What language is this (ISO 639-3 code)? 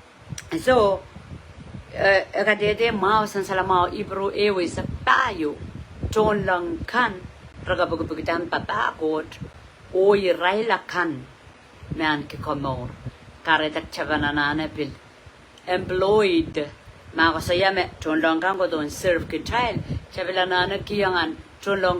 pon